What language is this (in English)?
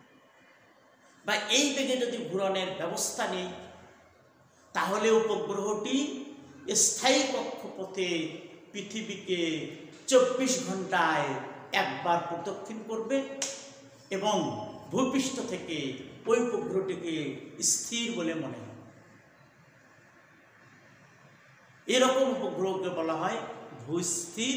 Bangla